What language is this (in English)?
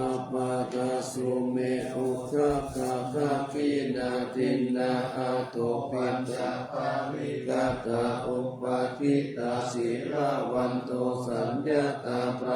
Pali